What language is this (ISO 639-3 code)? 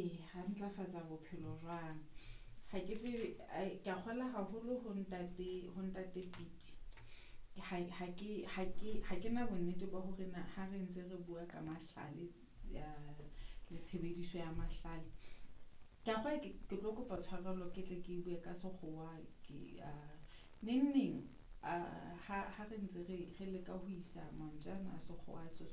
sot